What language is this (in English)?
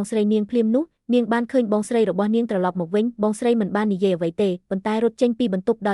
Khmer